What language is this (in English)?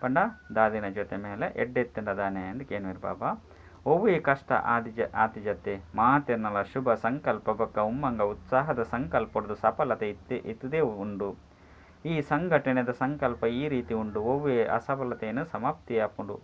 Tulu